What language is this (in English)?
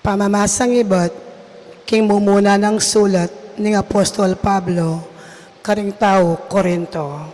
Pampanga